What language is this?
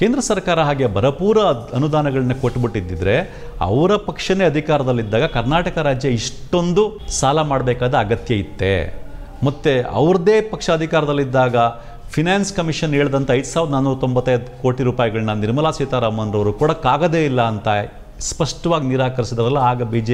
Kannada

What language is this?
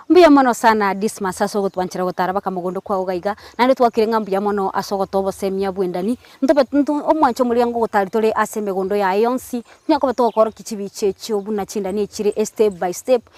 Gusii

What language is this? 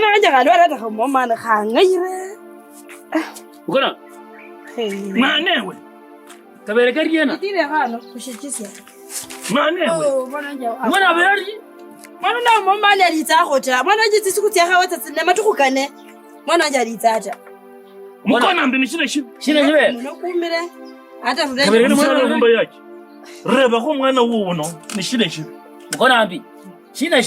Kabras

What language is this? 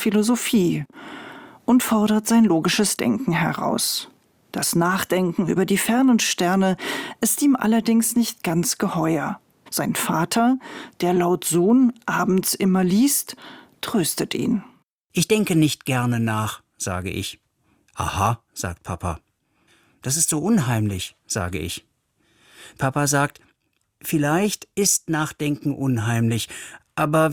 German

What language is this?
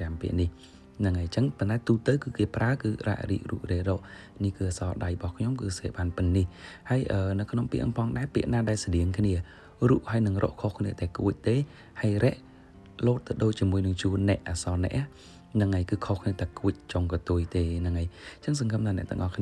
Khmer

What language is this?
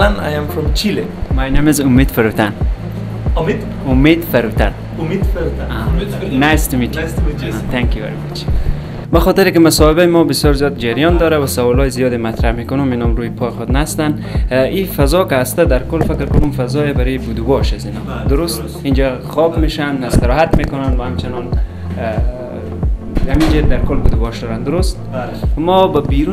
Persian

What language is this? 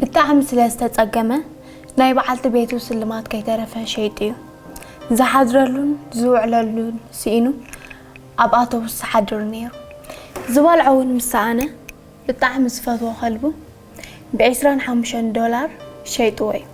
Tigrinya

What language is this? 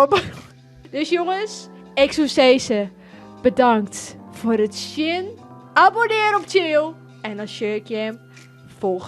Western Frisian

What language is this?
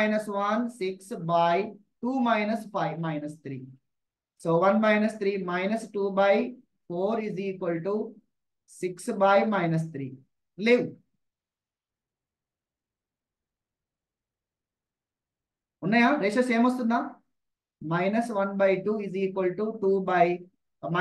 Telugu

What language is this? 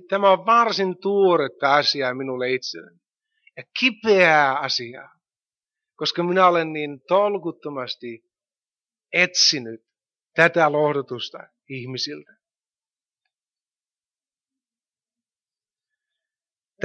Finnish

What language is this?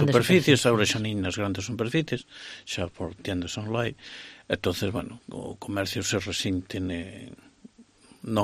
Galician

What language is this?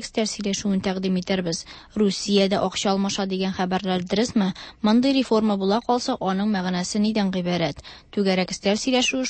Tatar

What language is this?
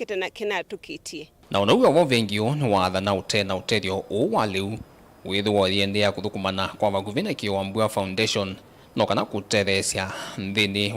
Kamba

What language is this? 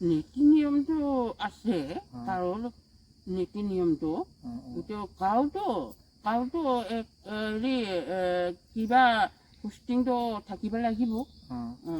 Assamese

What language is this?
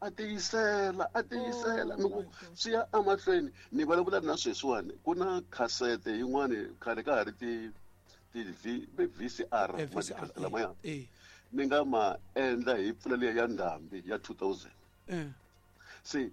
Tsonga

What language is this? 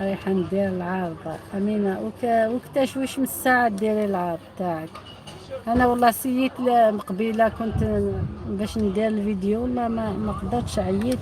Algerian Arabic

